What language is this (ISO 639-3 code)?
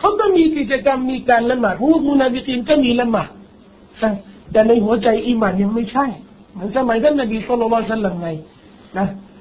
tha